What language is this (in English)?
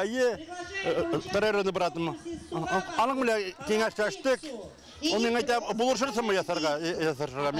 Tatar